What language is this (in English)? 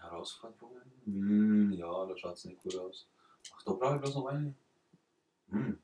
Bavarian